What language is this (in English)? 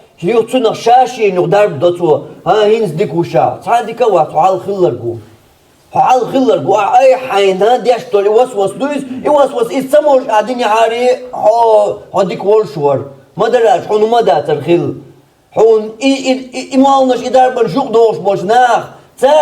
Chechen